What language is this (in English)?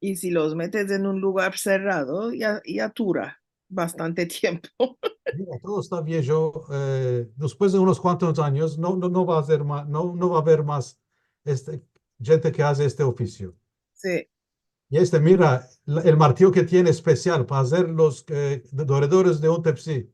Ladino